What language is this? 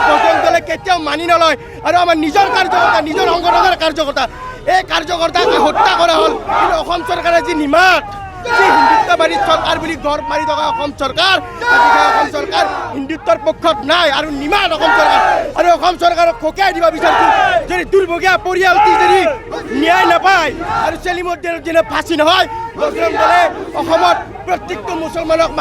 Assamese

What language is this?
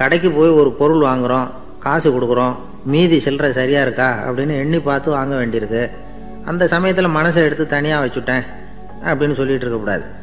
Tamil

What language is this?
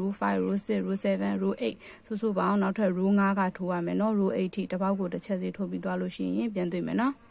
Burmese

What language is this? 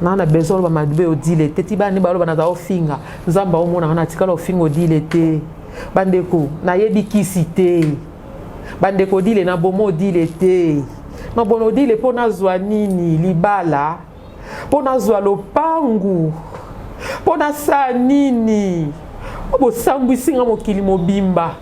Lingala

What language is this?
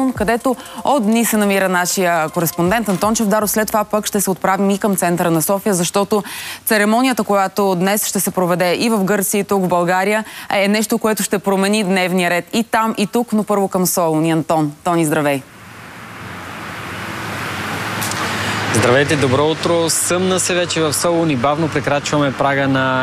Bulgarian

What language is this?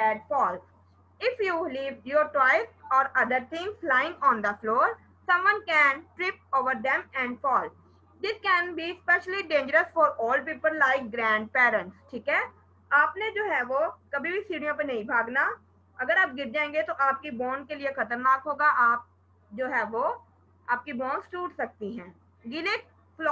Hindi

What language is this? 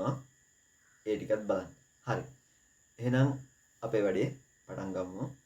Sinhala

